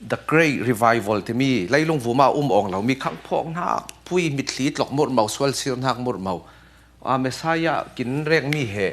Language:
Falam Chin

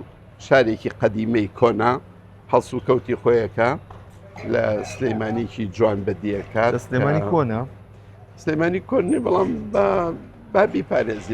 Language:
Central Kurdish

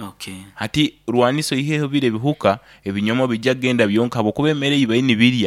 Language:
Nyoro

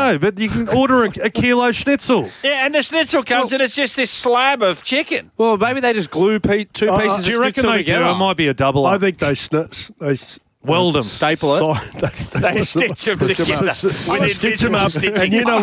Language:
English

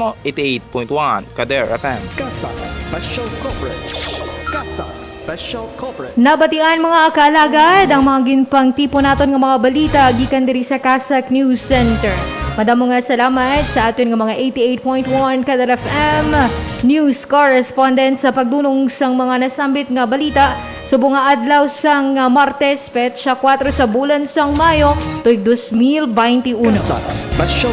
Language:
Hiligaynon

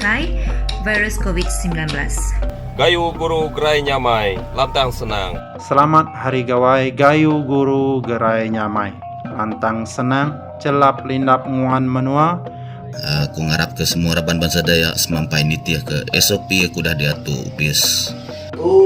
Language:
Iban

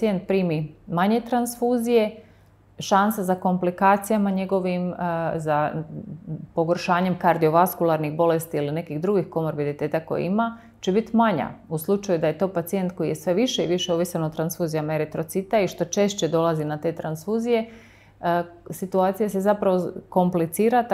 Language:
Croatian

